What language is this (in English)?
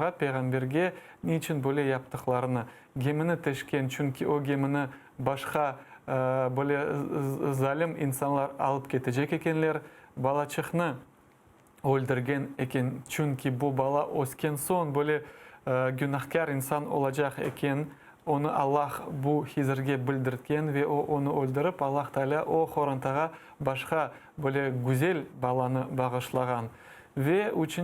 Crimean Tatar